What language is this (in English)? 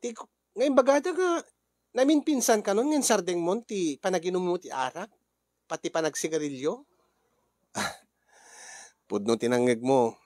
Iloko